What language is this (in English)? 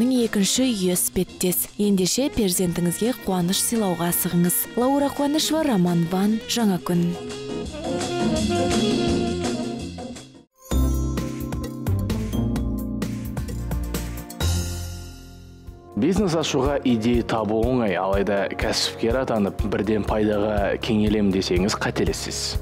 Kazakh